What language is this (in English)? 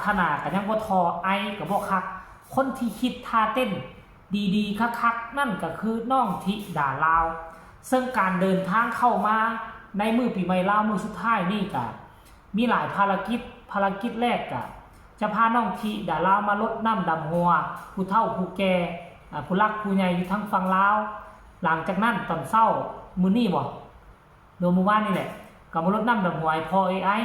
Northeastern Thai